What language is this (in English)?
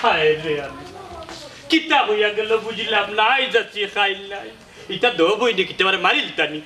Sylheti